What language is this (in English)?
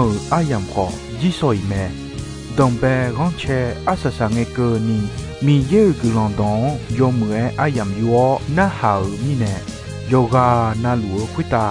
Akha